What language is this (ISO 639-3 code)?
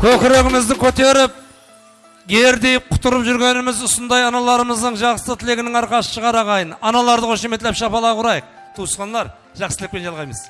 kaa